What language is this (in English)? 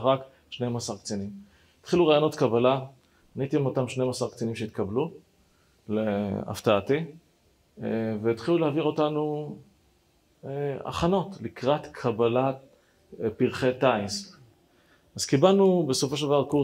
Hebrew